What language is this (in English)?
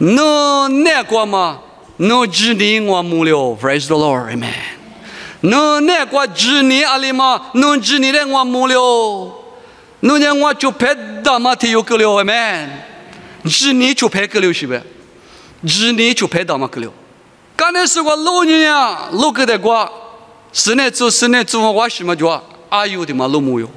Lisu